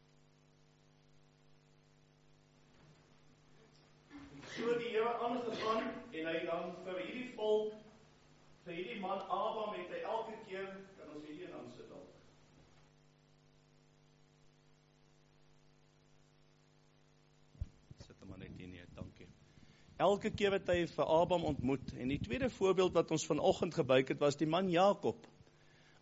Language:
Afrikaans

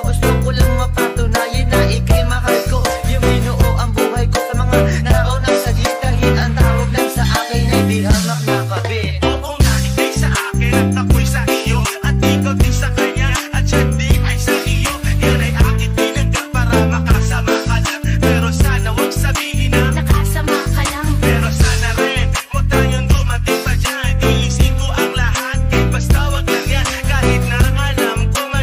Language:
Filipino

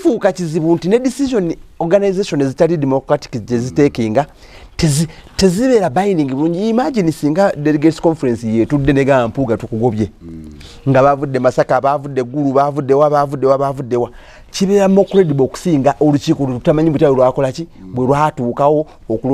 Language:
Ganda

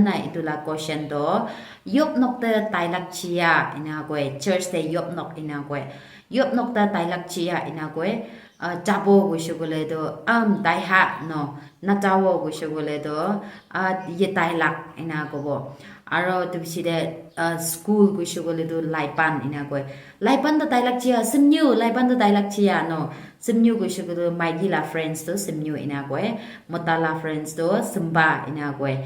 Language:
Naga Pidgin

